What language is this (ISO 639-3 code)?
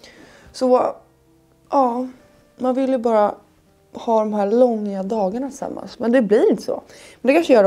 swe